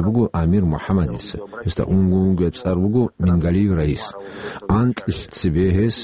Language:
Avaric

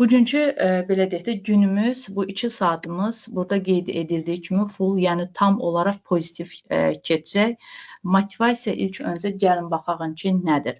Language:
Azerbaijani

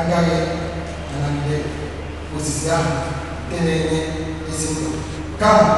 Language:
Igbo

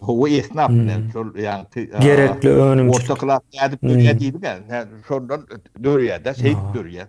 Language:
Turkmen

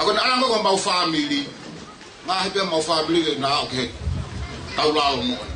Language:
Tongan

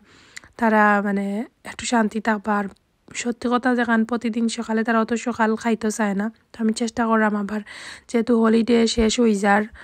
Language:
Sylheti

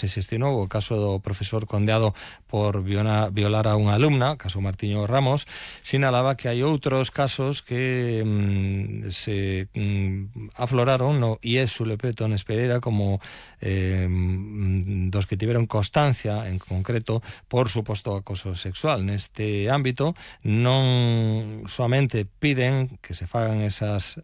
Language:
Galician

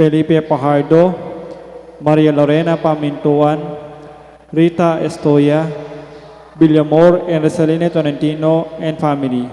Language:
Pampanga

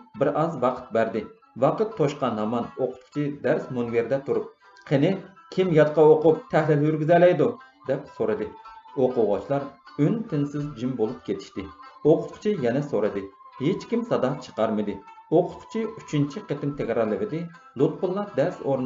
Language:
Uyghur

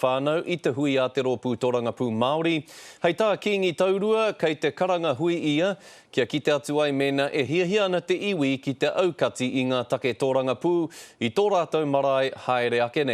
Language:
Māori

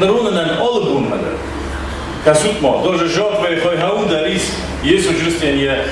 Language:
Ossetic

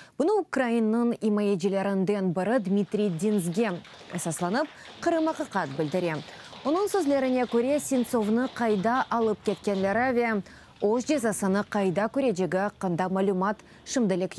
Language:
Crimean Tatar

